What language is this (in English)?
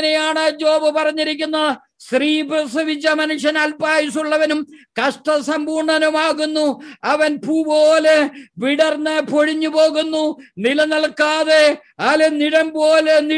Malayalam